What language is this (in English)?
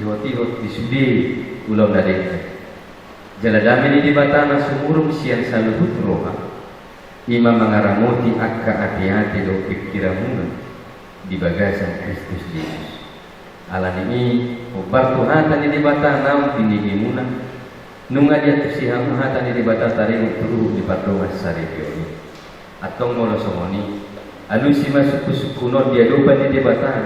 Batak Toba